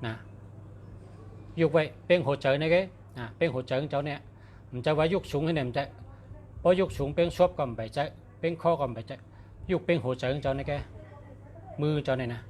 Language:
Shan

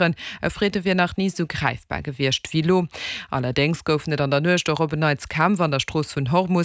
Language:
Luxembourgish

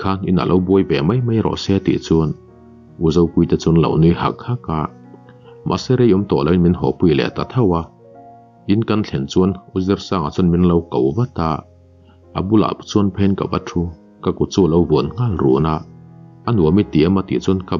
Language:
Mizo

